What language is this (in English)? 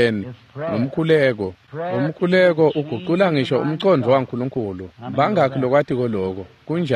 Swati